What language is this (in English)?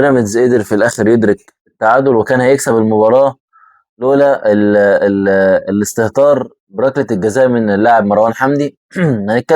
Egyptian Arabic